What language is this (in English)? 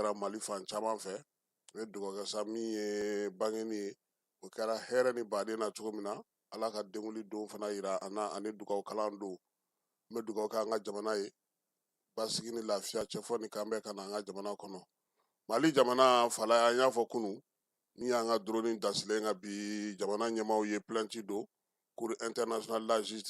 Bambara